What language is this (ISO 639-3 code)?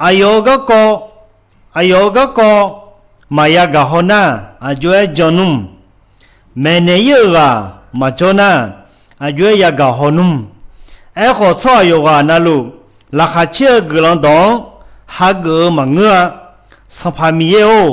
ahk